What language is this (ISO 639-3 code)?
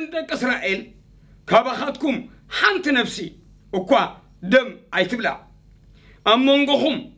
tir